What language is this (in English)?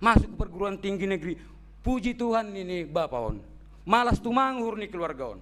Batak Simalungun